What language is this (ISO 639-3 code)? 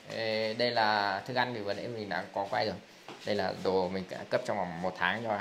vie